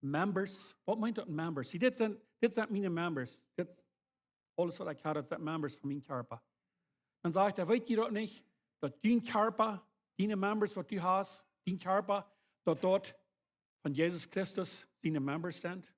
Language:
Plautdietsch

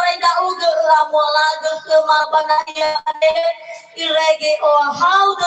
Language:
Nias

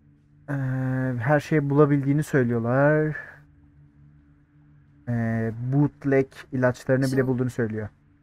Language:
Turkish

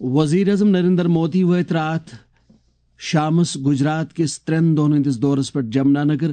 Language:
Kashmiri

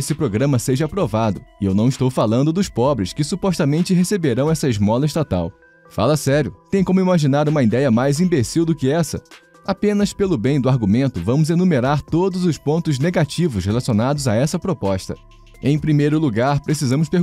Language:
Portuguese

